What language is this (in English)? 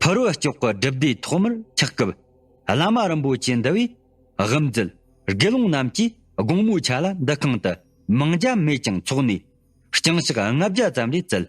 Tibetan